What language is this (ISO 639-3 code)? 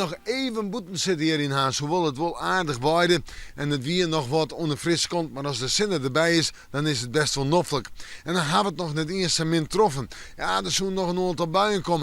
fry